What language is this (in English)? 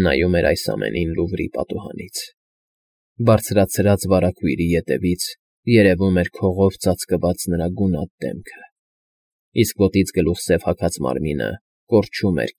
Armenian